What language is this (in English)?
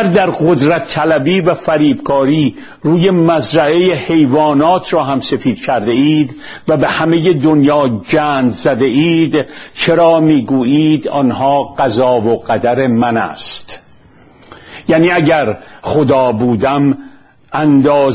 Persian